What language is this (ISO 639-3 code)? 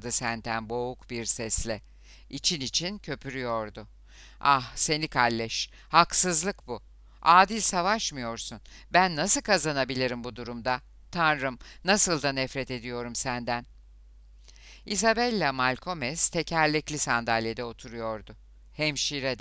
tur